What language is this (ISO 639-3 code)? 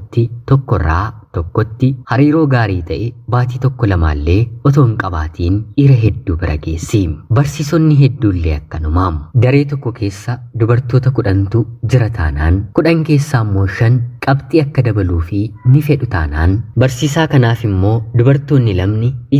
orm